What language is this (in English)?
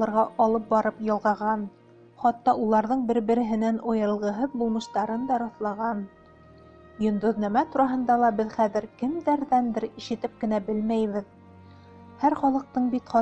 Bashkir